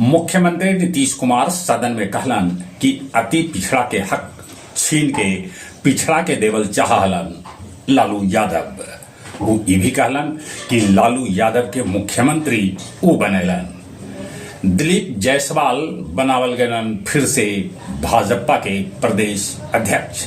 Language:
Magahi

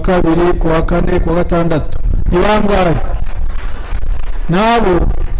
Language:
Kinyarwanda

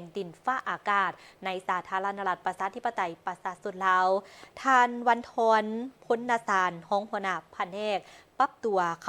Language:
Lao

